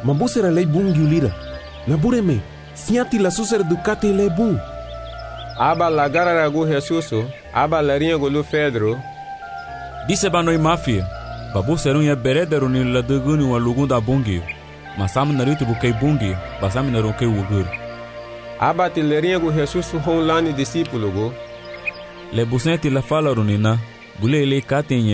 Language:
Garifuna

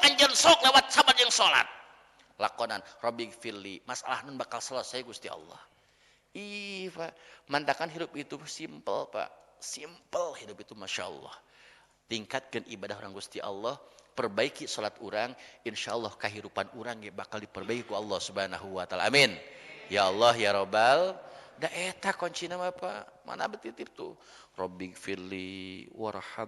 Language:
Sundanese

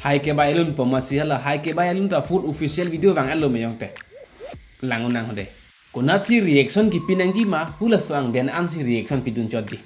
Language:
Karbi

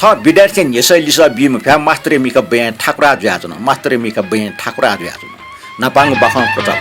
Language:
Newari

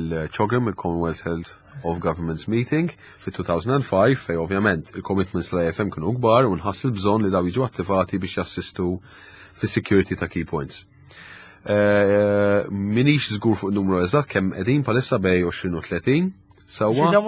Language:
Maltese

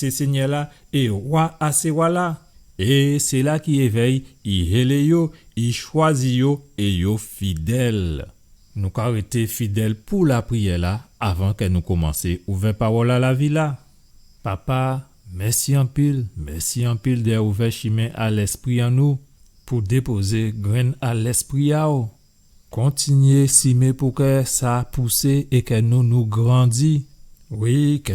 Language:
Guadeloupean Creole French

